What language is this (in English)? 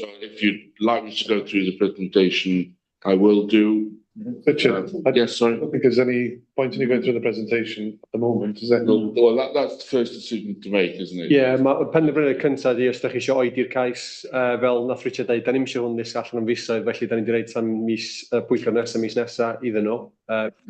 Welsh